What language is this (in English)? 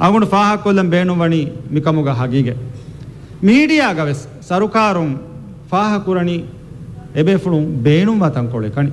Divehi